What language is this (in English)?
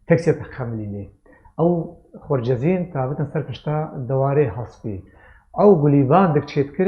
Kurdish